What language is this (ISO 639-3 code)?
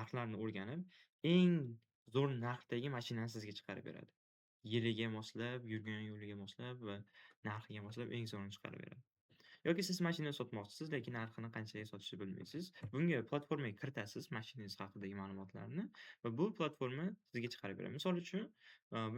uzb